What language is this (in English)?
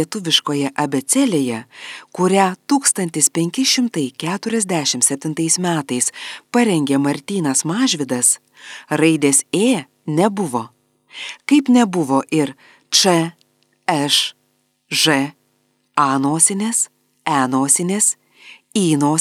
Lithuanian